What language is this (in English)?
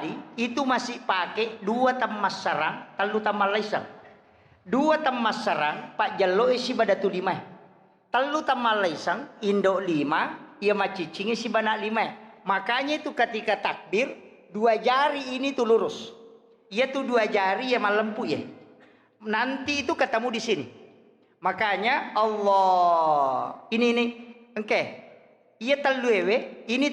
Buginese